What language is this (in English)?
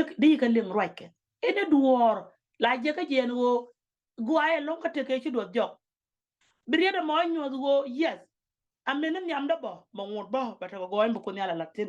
Nuer